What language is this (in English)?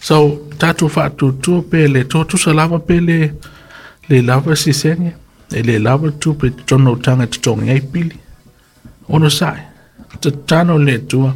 Samoan